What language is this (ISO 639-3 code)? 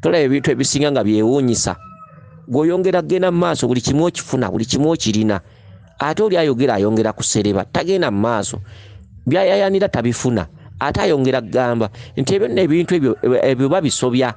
lug